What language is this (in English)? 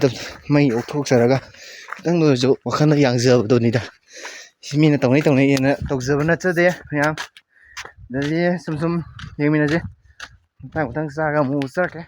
Manipuri